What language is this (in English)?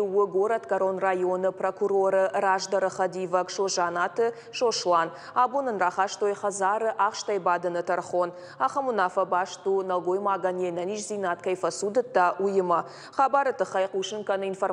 Ossetic